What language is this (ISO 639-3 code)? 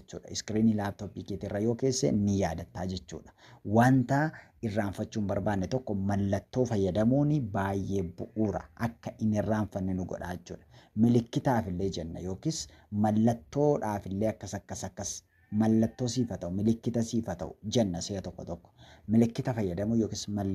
orm